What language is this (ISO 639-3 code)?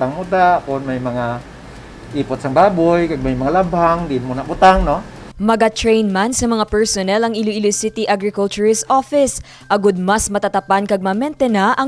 hil